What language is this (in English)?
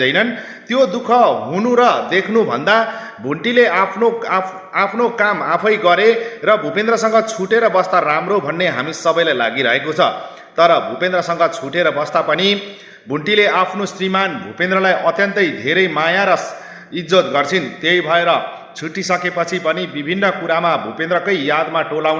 Nepali